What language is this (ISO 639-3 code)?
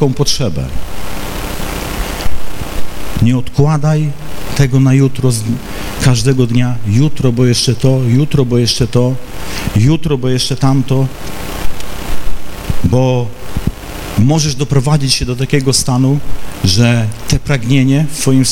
pol